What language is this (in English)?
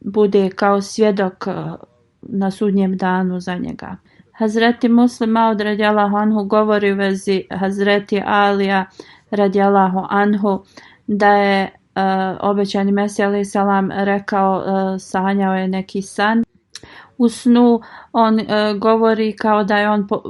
Bosnian